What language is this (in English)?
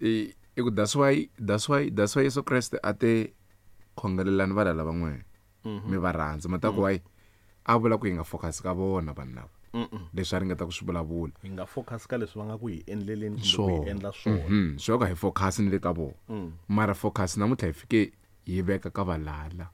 Tsonga